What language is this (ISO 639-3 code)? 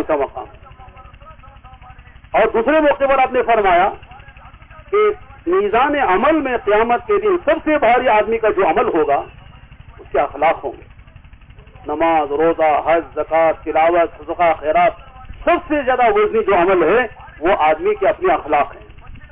urd